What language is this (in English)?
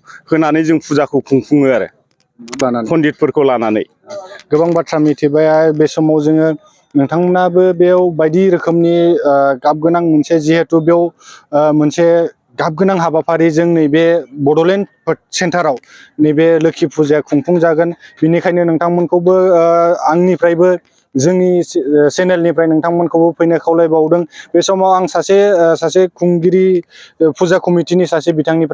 Bodo